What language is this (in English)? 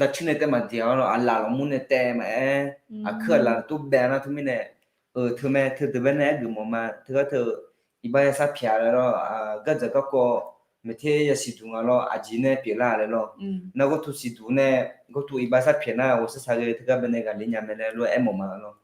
Akha